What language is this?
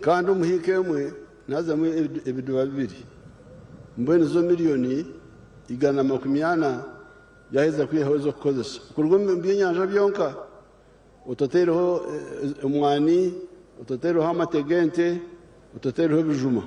Nyankole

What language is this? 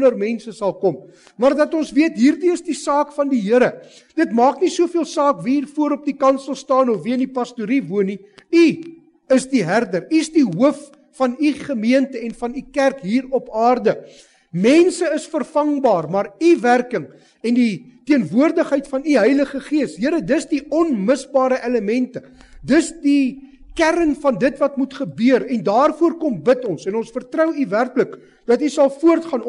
Afrikaans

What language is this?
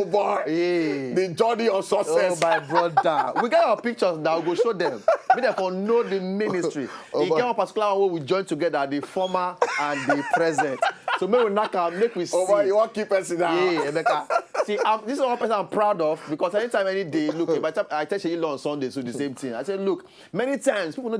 Nigerian Pidgin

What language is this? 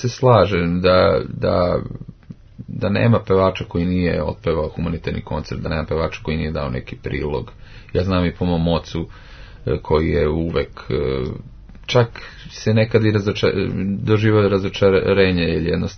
Serbian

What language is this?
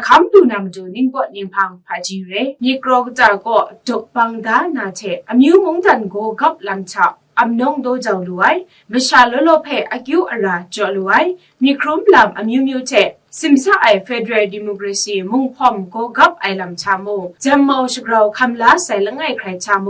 Kachin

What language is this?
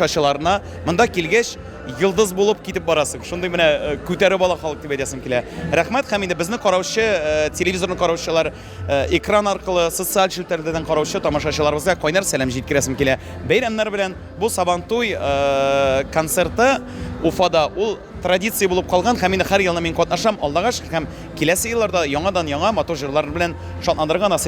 Tatar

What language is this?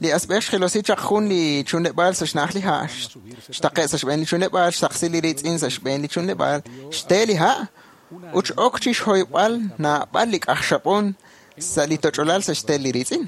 Kekchí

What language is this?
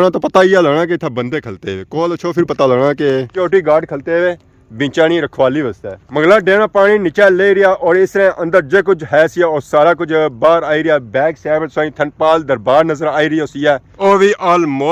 Pahari-Potwari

